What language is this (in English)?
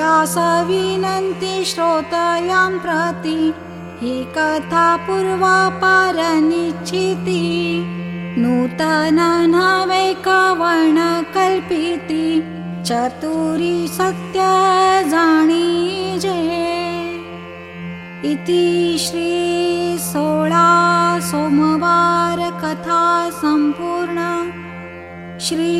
Marathi